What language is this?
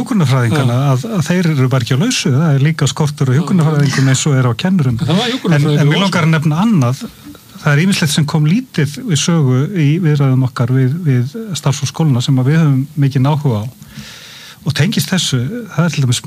Icelandic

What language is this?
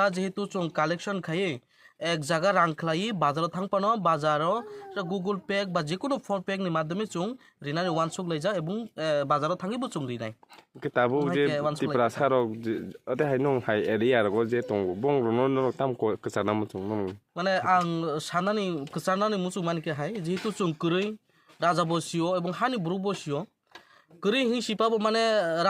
Kok Borok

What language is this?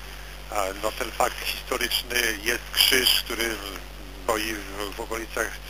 Polish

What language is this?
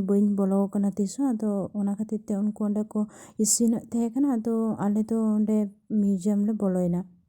Santali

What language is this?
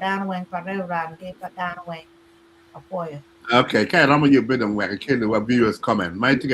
Acoli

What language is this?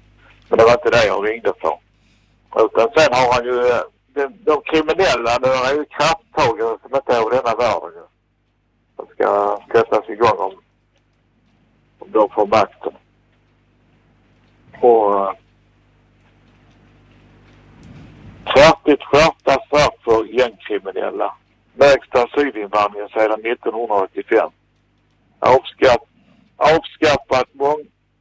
Swedish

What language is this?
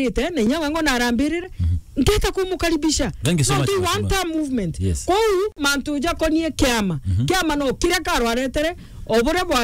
Meru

